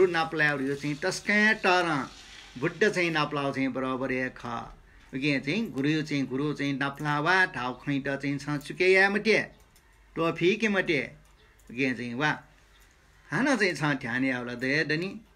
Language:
Newari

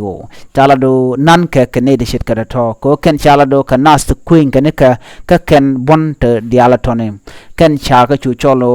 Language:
Nuer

